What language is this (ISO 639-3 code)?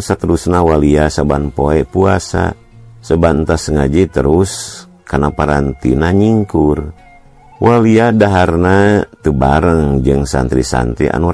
sun